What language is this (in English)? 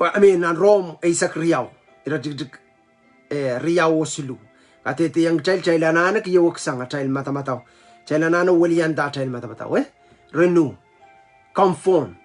Pohnpeian